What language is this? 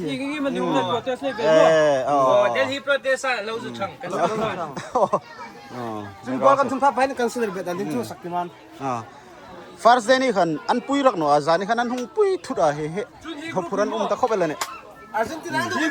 Hmar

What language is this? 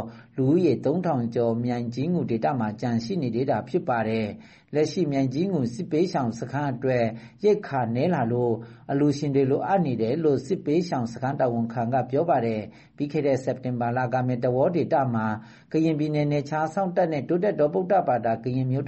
Burmese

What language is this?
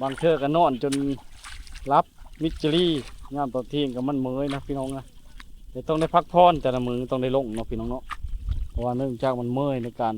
Lao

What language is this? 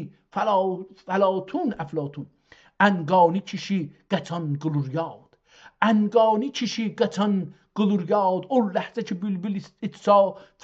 South Azerbaijani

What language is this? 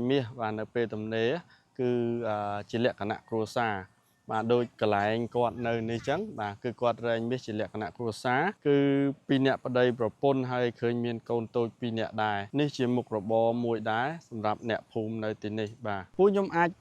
Khmer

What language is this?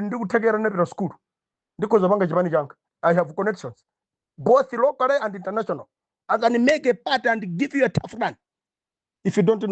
Nyanja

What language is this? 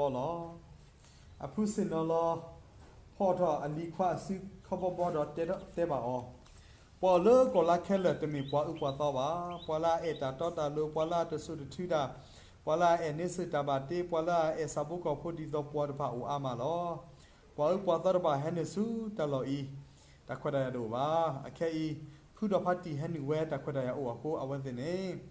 S'gaw Karen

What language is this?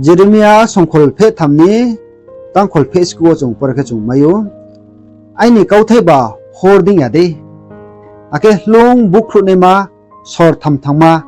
Riang (India)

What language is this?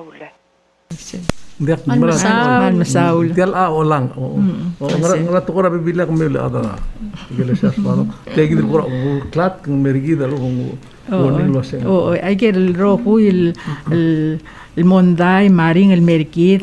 Palauan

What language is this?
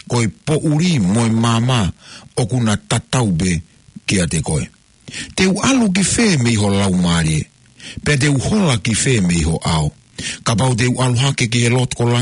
Tongan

